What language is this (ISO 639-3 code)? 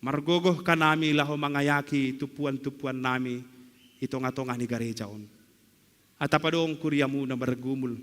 bts